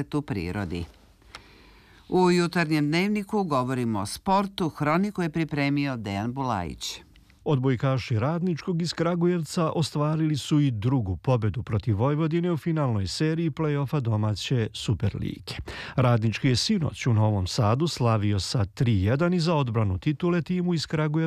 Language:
Serbian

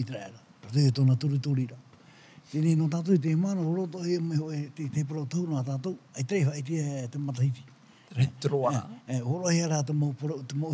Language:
Tahitian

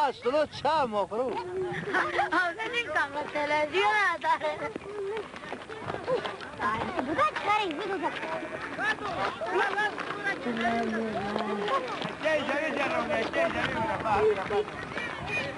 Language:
Persian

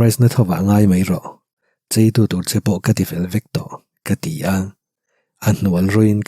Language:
Mizo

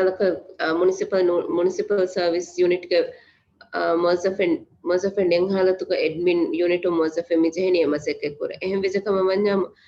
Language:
Divehi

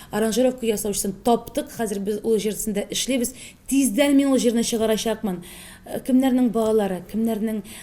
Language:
Tatar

